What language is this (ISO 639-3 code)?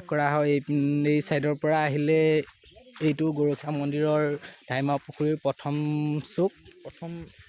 asm